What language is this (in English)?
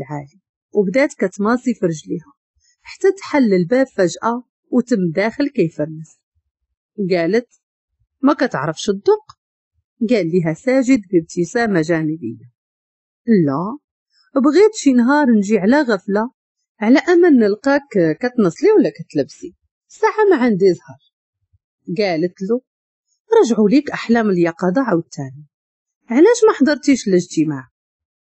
Moroccan Arabic